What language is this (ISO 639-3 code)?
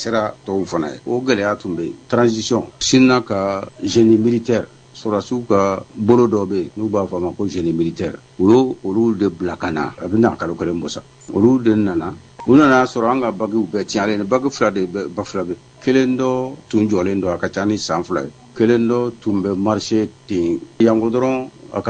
bam